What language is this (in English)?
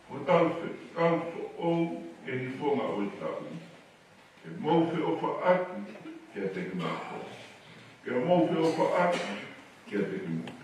Tongan